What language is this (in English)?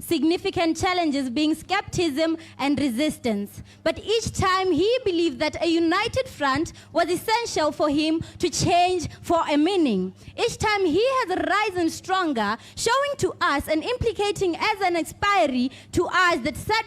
Tswana